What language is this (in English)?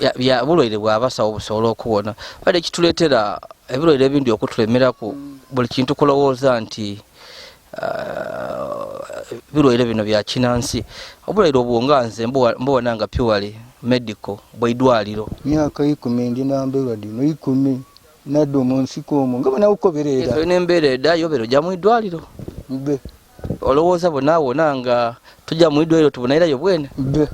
Ganda